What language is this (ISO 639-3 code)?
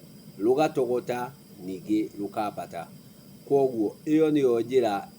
kik